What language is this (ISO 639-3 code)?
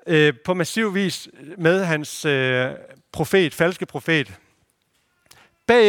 dan